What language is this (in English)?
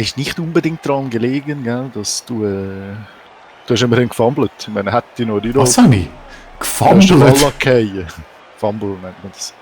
Swiss German